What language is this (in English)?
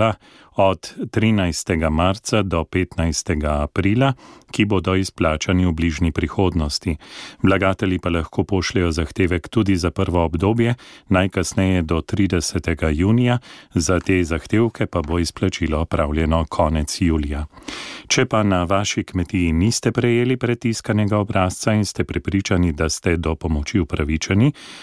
Slovenian